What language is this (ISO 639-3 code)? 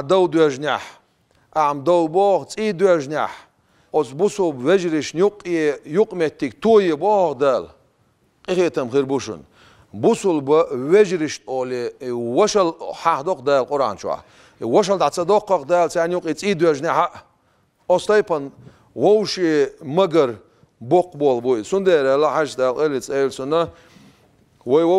che